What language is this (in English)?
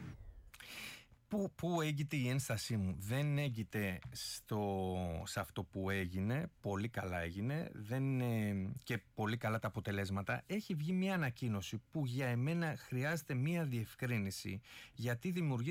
Greek